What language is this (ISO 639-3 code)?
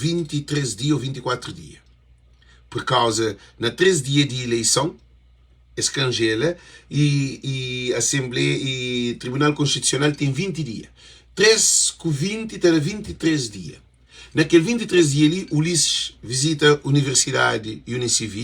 kea